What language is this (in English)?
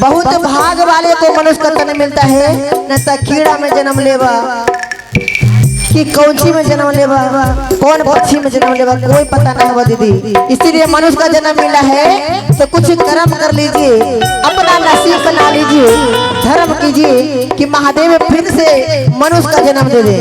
Magahi